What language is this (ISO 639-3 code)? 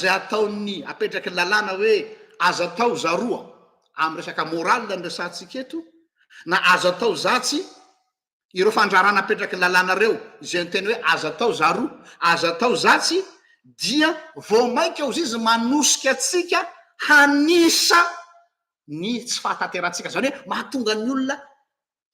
mlg